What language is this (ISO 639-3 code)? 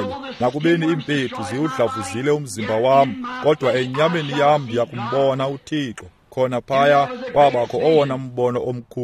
xho